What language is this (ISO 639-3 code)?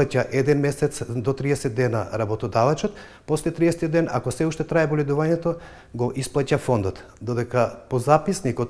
mkd